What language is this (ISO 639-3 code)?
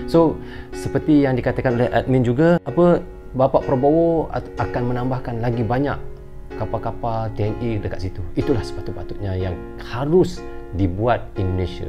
msa